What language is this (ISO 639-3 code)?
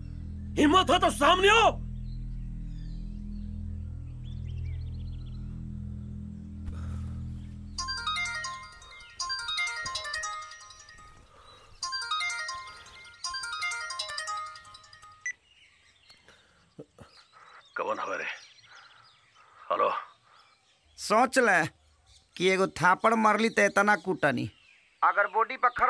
bho